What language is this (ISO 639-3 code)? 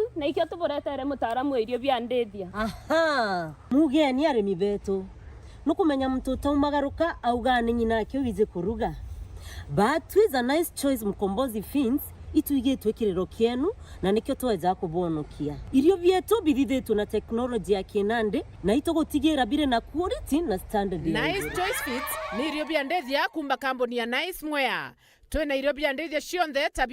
mer